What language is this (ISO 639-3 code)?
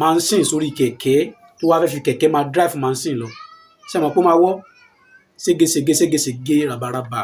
yor